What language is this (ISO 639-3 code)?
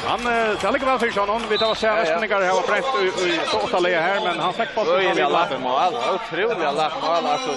fao